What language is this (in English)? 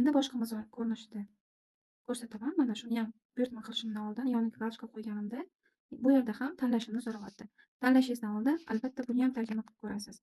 Uzbek